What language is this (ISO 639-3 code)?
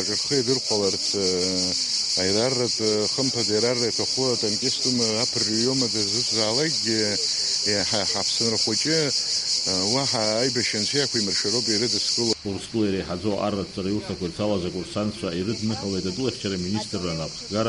abk